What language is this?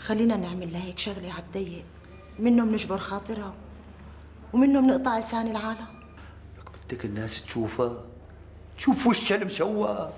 North Levantine Arabic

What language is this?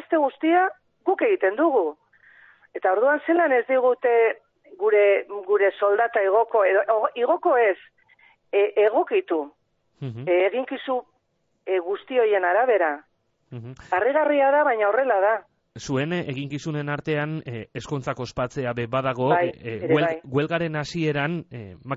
Basque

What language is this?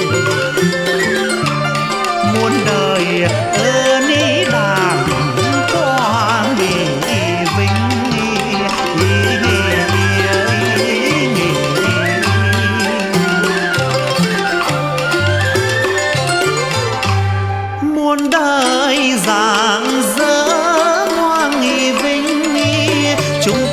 Vietnamese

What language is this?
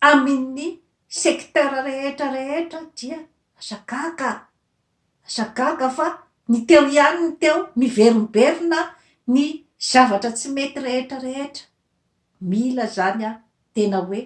Malagasy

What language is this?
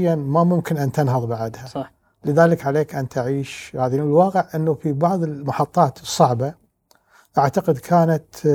Gulf Arabic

